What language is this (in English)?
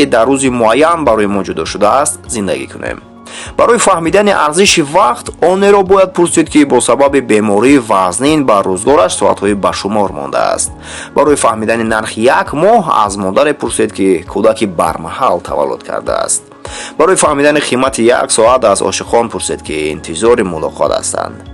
Tajik